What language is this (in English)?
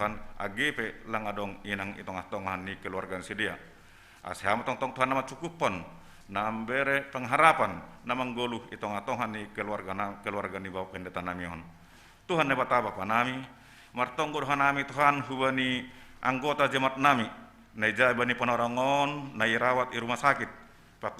Batak Simalungun